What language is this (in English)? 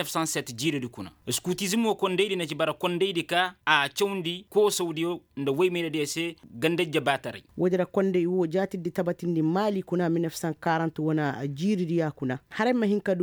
Koyraboro Senni